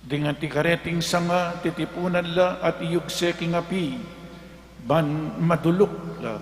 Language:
Pampanga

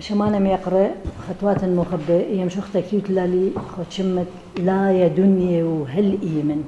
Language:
Assyrian Neo-Aramaic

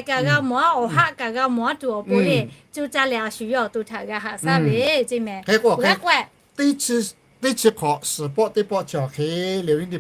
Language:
Lahu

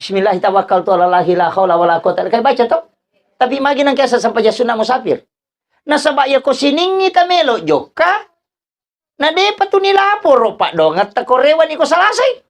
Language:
Buginese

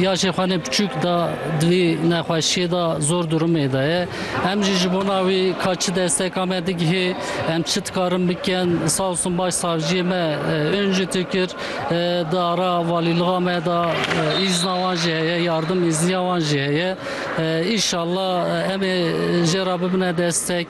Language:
Kurdish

